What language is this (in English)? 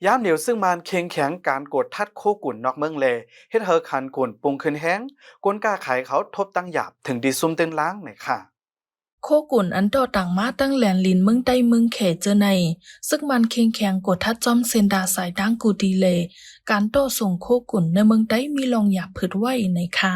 Shan